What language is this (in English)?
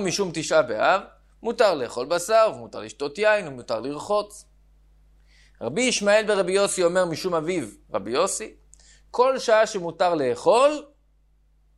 Hebrew